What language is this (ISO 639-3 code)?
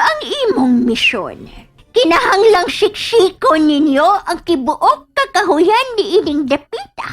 ceb